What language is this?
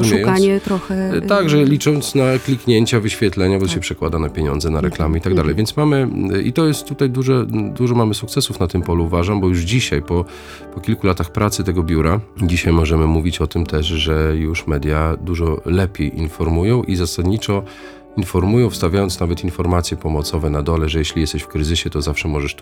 Polish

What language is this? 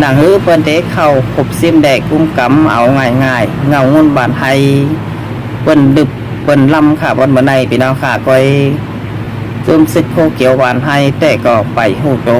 Shan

